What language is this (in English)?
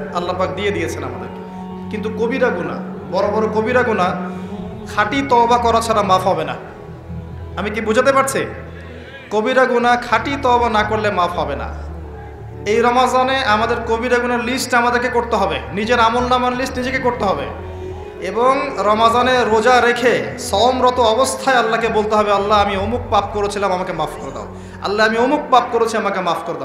Bangla